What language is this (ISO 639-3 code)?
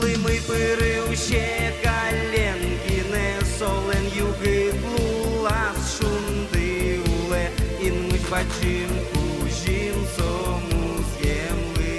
udm